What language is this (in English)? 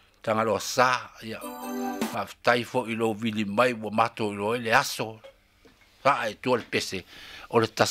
Samoan